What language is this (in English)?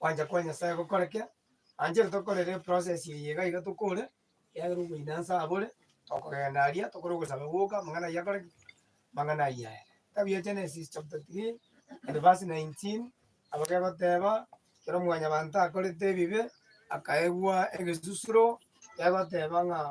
Gusii